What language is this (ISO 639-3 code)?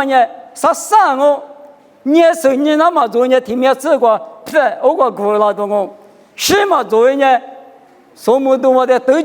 lis